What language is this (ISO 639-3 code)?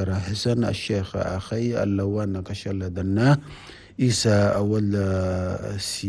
shu